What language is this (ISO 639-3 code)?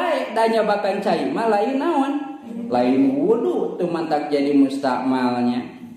sun